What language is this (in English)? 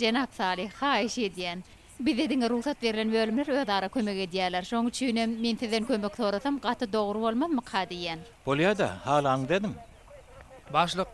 Turkmen